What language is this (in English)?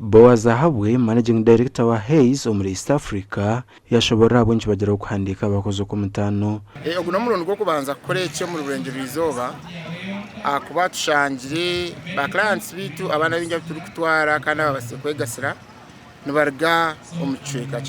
Nyankole